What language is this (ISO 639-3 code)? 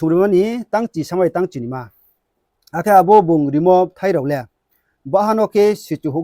ria